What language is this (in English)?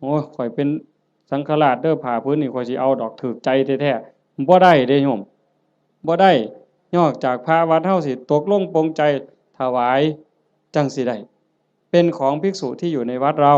Northeastern Thai